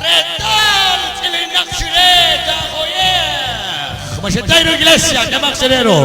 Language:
Kekchí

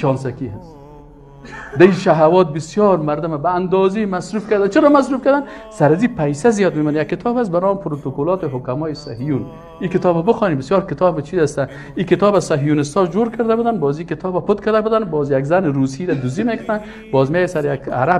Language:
Tajik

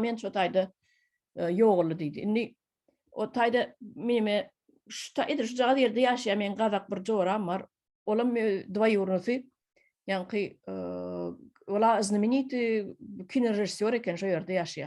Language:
Turkmen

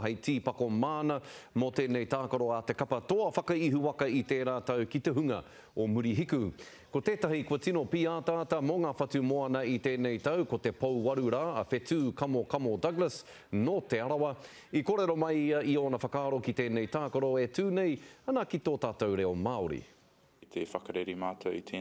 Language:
Māori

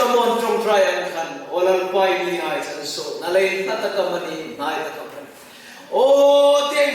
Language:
Hmar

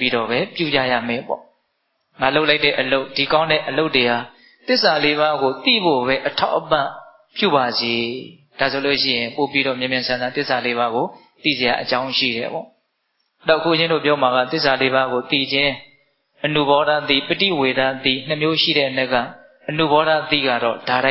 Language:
Burmese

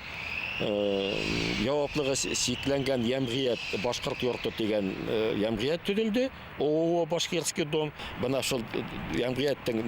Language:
Bashkir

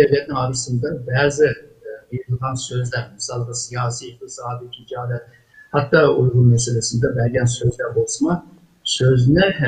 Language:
Uyghur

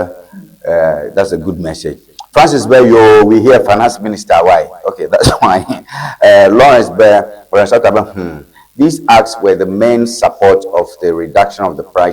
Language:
Ewe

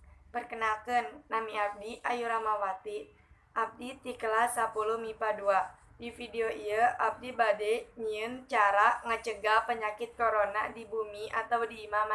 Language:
Sundanese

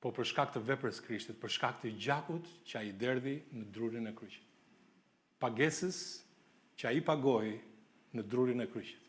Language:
Albanian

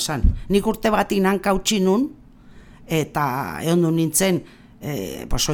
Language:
Basque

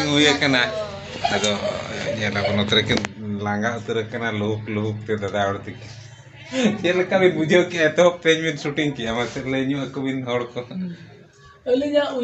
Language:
Santali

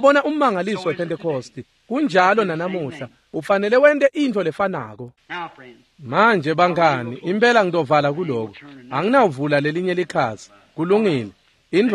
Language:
Swati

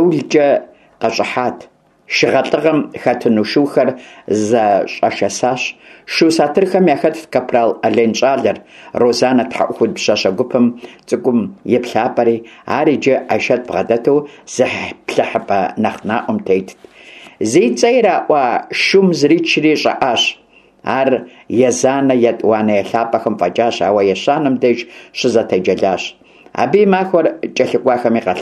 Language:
Kabardian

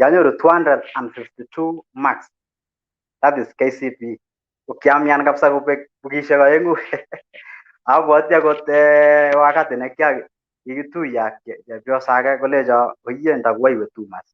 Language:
Kalenjin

